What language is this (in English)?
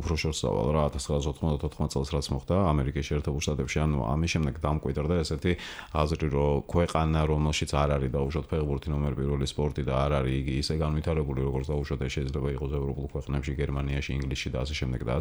Georgian